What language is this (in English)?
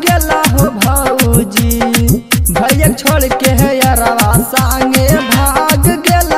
Bhojpuri